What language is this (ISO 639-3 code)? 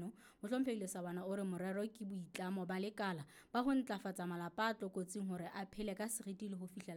sot